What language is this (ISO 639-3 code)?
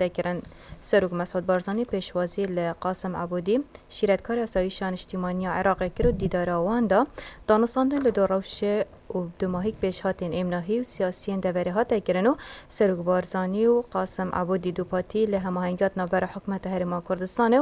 kur